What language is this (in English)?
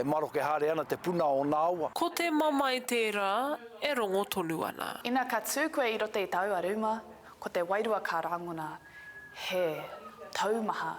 Māori